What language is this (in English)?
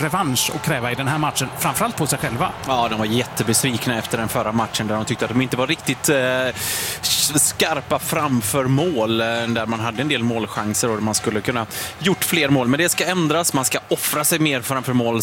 Swedish